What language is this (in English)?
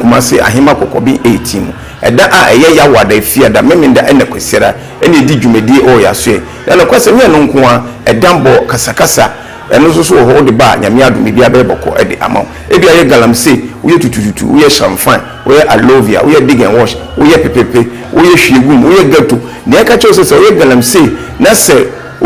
Akan